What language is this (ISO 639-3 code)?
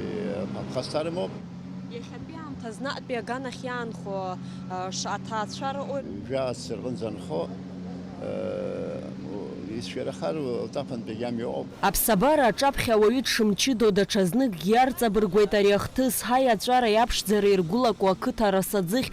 abk